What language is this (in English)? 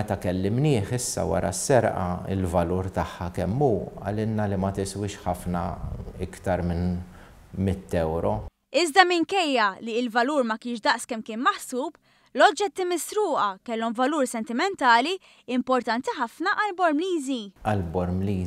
Maltese